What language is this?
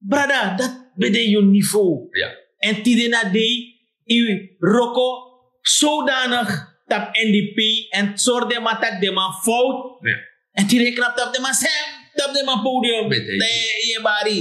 Sranan Tongo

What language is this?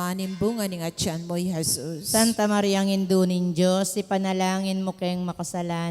Pampanga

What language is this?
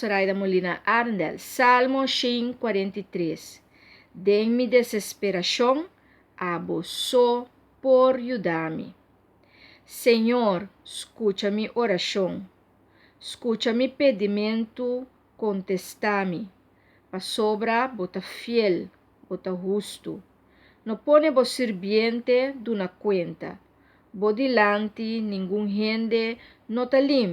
Papiamento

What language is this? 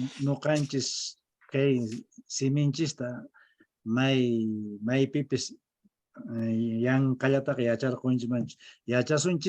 Quechua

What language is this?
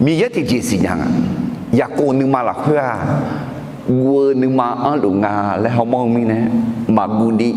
Akha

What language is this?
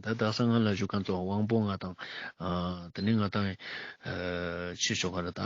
Ladakhi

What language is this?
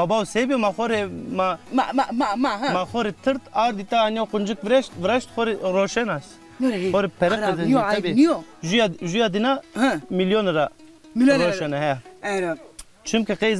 Zaza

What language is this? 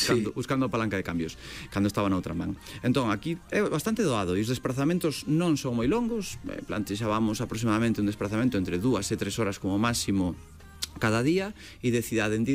Galician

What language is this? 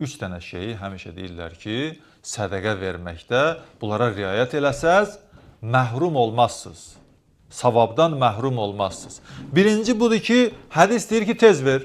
Azerbaijani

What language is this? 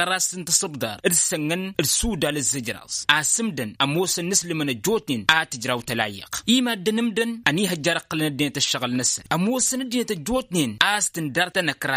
Tamasheq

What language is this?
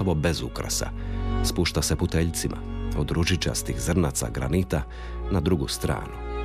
Croatian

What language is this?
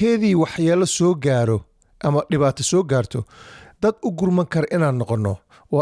Somali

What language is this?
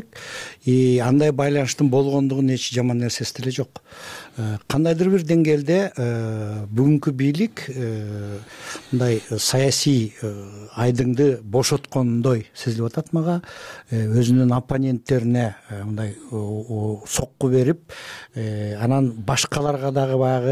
Kyrgyz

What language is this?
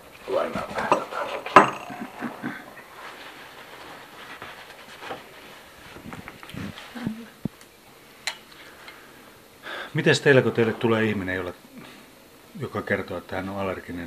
Finnish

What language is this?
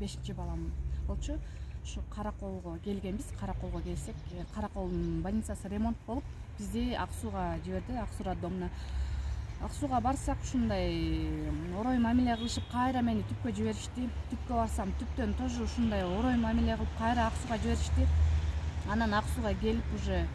Kyrgyz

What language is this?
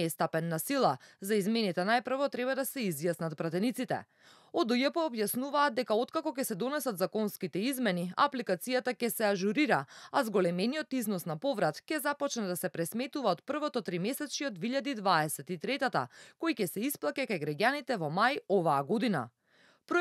Macedonian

